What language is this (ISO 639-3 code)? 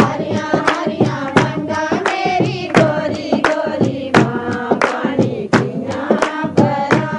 doi